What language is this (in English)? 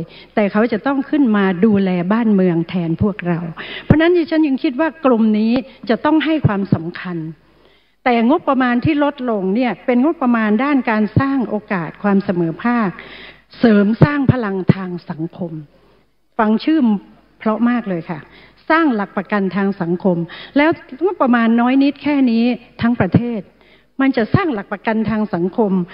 Thai